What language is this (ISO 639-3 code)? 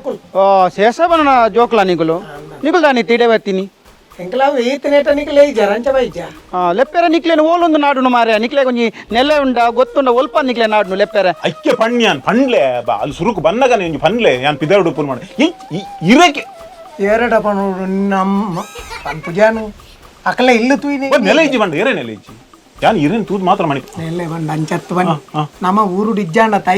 tcy